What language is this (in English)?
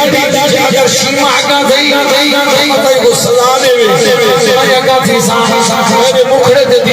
Saraiki